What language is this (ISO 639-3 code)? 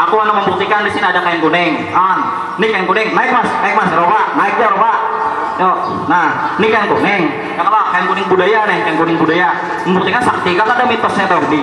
bjn